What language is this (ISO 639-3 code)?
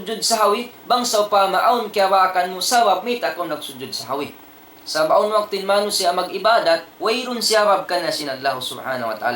tsg